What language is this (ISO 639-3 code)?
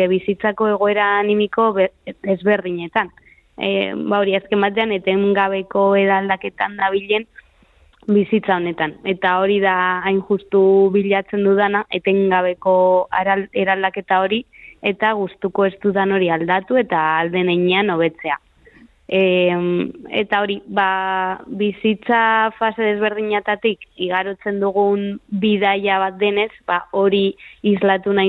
eus